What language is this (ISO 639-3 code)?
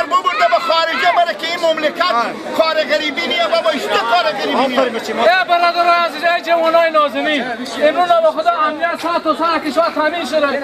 fas